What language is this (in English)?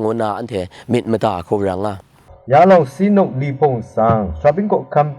Rawang